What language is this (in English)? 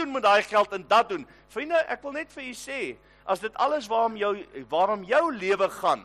Afrikaans